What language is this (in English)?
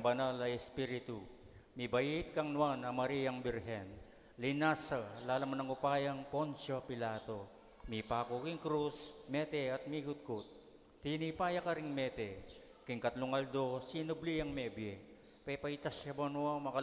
Pampanga